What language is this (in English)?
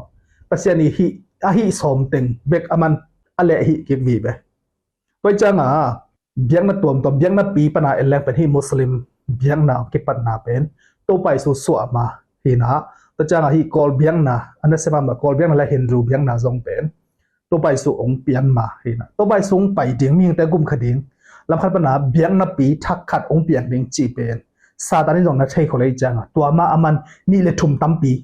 Tedim Chin